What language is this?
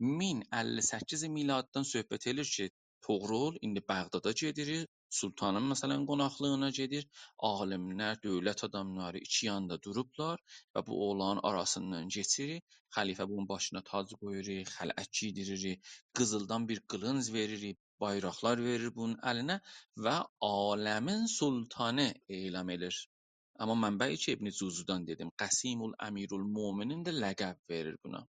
South Azerbaijani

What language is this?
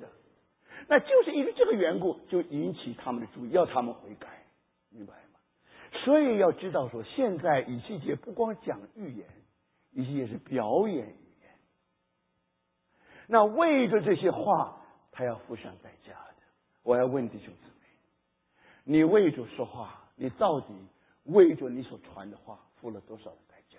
Chinese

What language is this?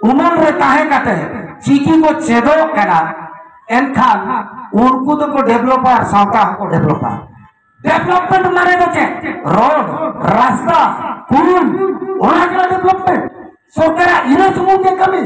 Santali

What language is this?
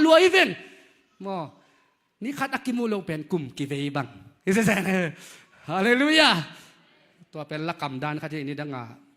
Tedim Chin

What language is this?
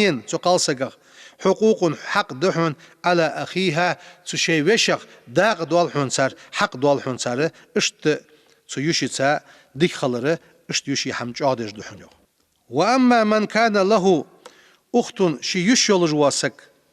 Ingush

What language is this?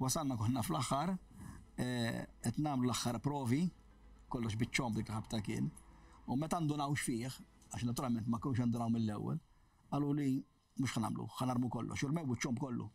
Maltese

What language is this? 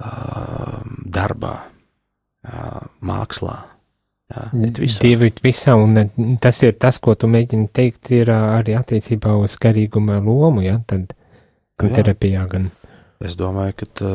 Latvian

